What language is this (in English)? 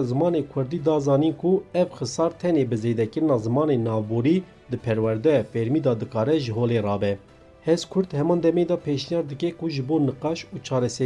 Kurdish